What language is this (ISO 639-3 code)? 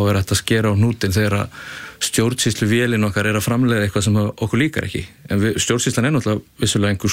isl